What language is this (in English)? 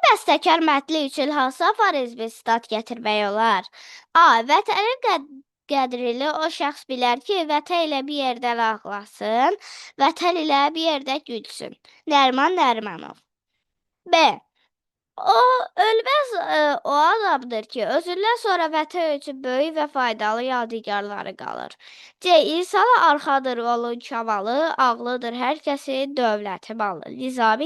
Azerbaijani